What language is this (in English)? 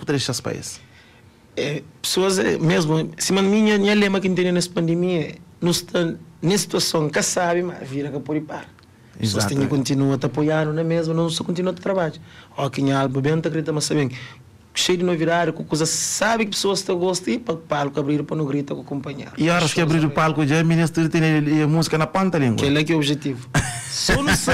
Kabuverdianu